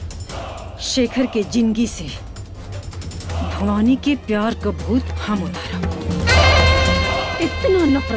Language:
Bhojpuri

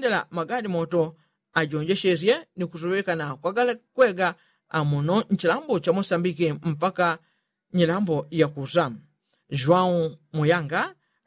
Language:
Yao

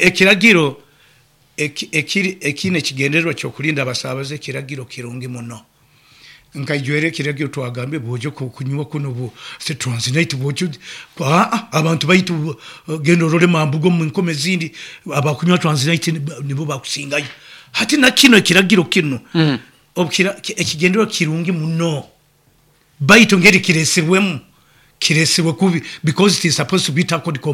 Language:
Nyoro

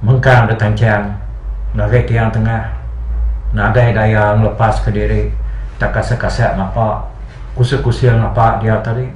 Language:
Iban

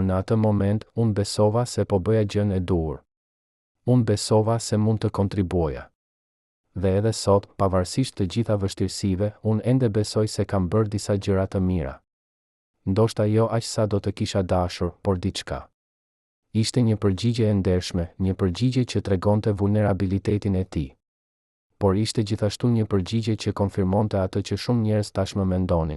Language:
Albanian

